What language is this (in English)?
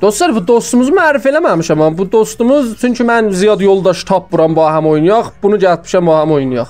South Azerbaijani